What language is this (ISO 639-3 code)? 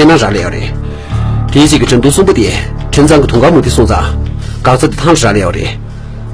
bod